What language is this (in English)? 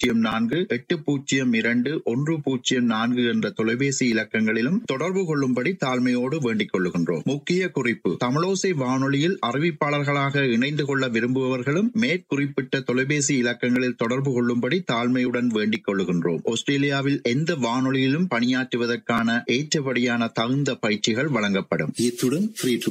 Tamil